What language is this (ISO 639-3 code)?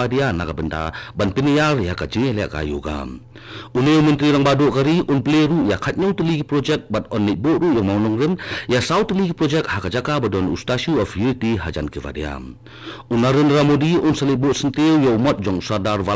kha